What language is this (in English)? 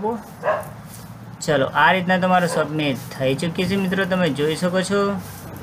Gujarati